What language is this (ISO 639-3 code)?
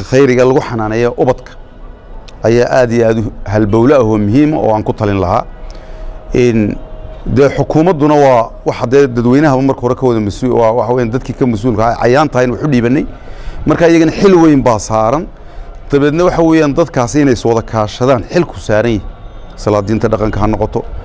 som